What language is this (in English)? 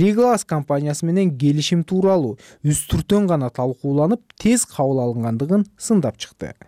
Kyrgyz